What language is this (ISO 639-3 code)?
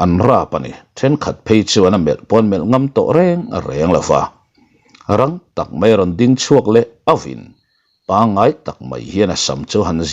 lus